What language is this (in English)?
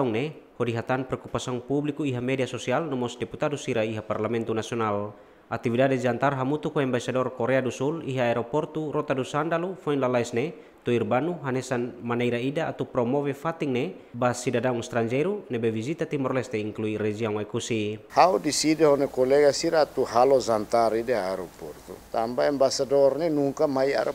Tetum